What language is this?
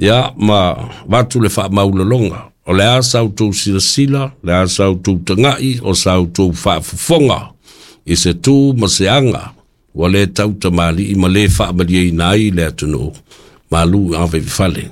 Samoan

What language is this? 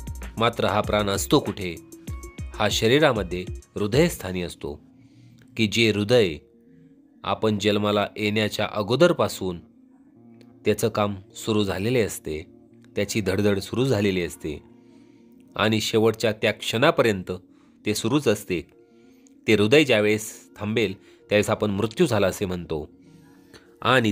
Marathi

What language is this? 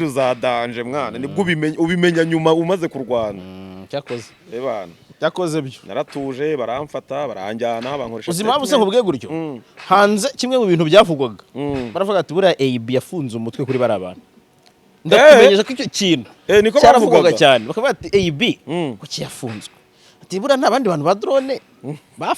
Kinyarwanda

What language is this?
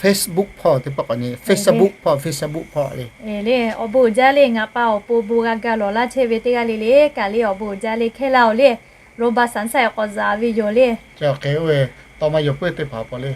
Lahu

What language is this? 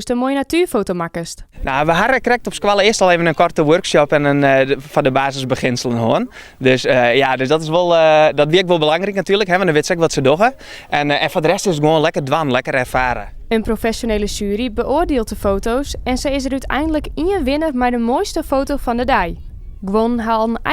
Western Frisian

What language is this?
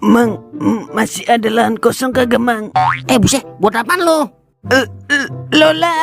Betawi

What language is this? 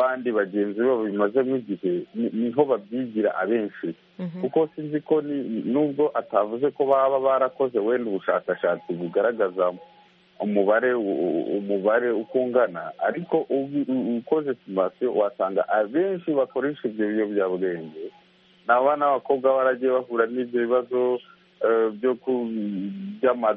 Kinyarwanda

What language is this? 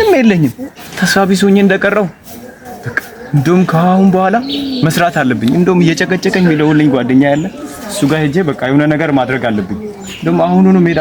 Amharic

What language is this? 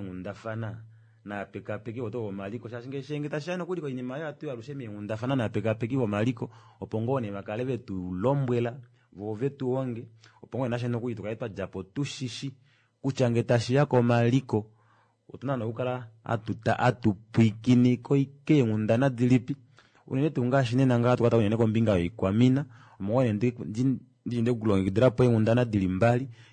Kuanyama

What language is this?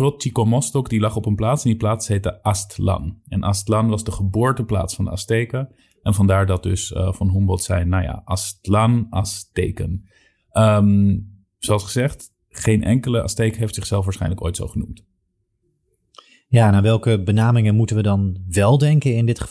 Dutch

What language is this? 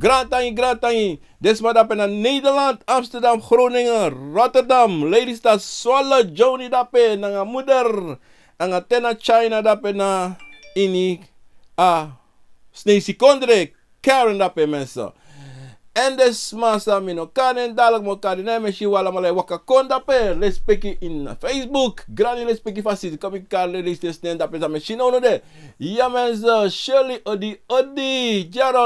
Sranan Tongo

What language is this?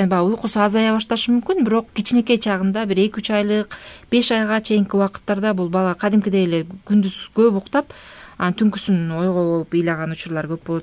Kyrgyz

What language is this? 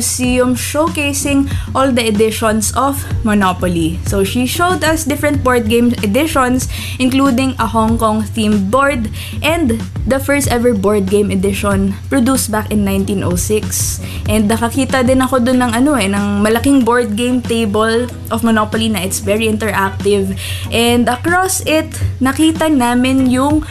Filipino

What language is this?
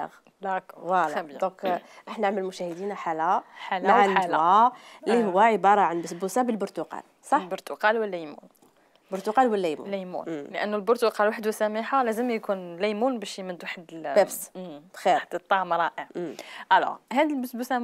Algerian Arabic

